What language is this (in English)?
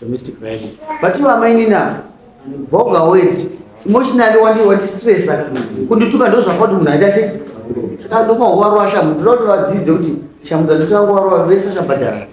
Shona